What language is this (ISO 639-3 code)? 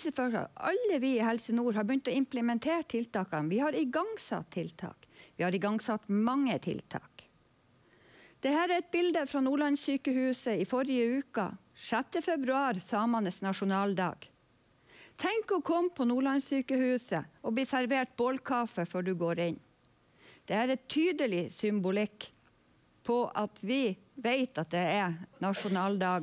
nor